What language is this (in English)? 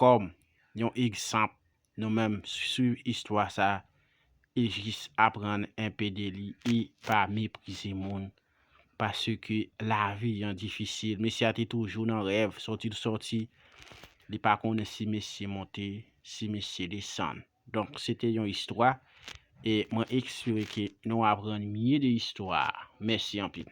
Haitian Creole